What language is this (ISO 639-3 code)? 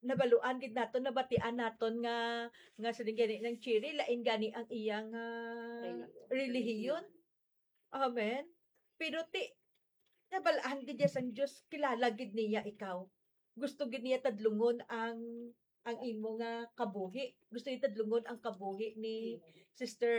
hil